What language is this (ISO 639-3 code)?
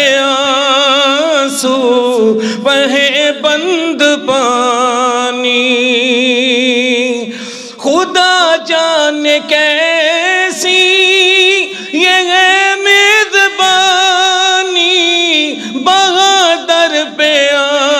urd